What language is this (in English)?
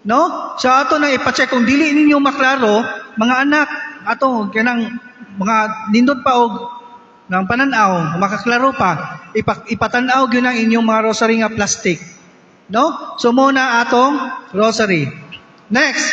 Cebuano